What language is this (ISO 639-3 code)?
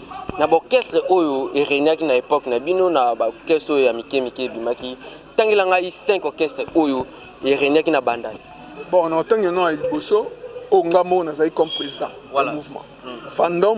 lin